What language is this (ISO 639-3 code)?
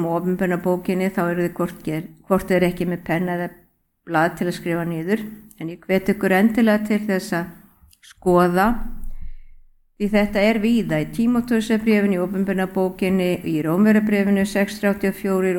isl